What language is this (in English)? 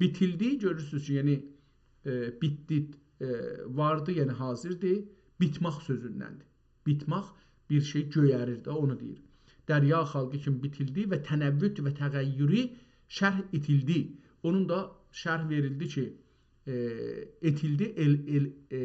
South Azerbaijani